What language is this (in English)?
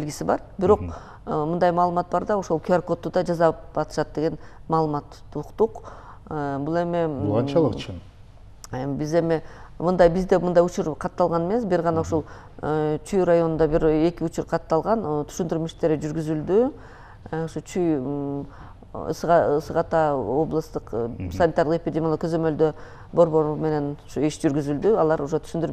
Kyrgyz